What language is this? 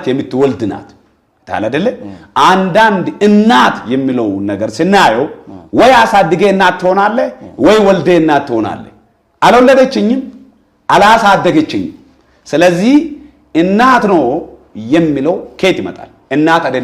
Amharic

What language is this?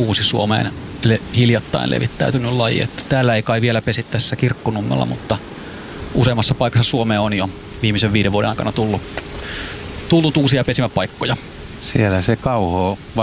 Finnish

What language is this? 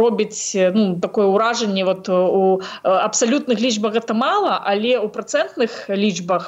Belarusian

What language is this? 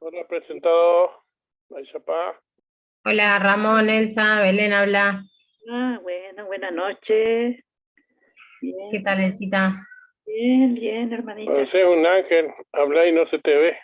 Guarani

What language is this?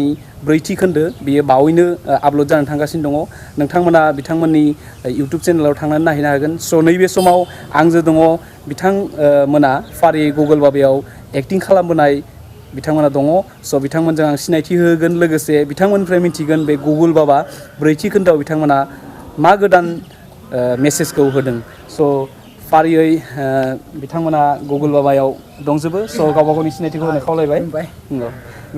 Bodo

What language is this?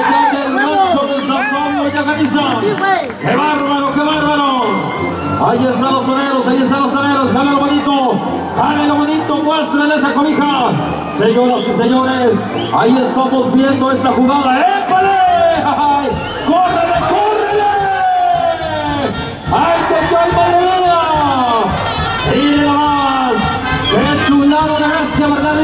Spanish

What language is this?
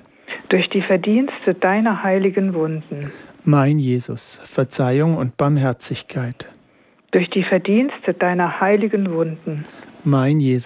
German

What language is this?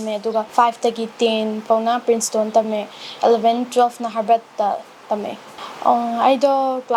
Manipuri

